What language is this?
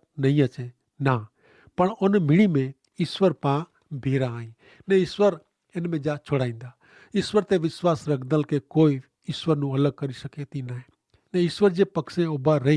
Kachhi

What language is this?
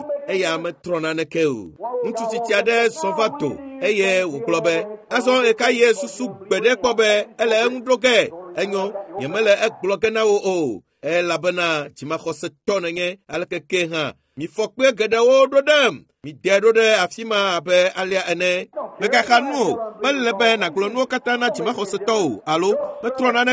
Ewe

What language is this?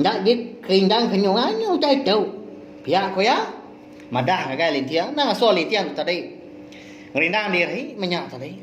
Iban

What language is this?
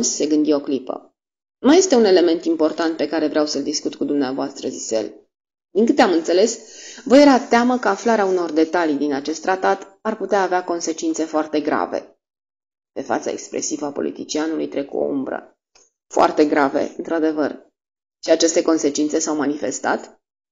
Romanian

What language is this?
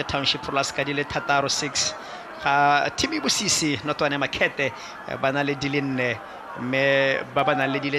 Tswana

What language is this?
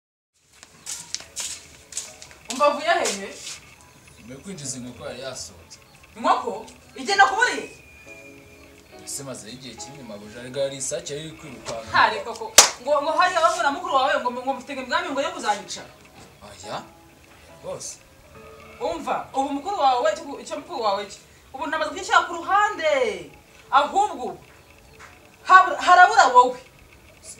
Kinyarwanda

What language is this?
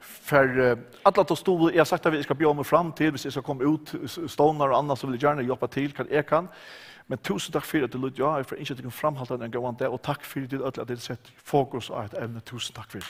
Faroese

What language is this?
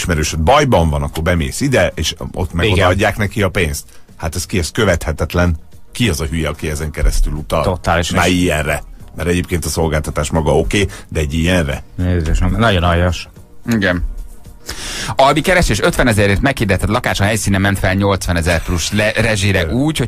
Hungarian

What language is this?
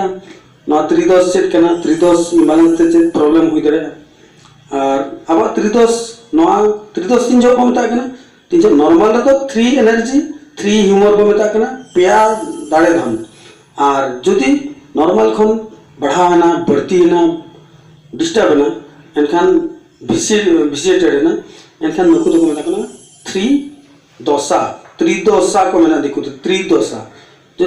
Santali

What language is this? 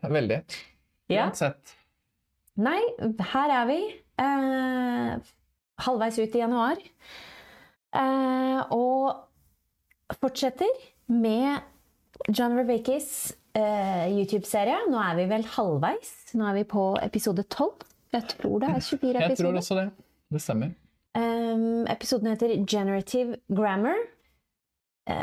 Norwegian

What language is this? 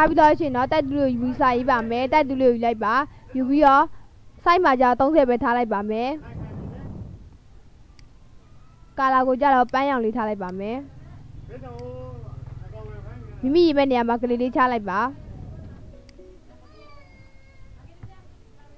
Burmese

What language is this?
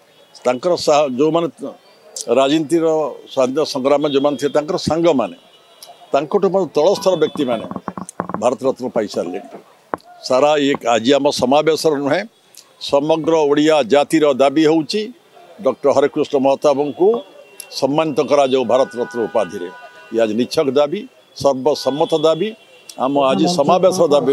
Odia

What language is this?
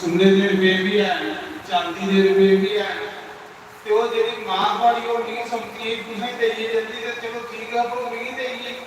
Dogri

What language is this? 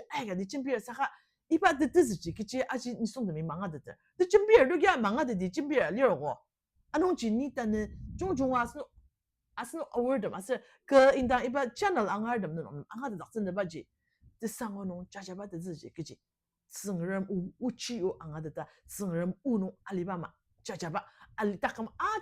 Ao Naga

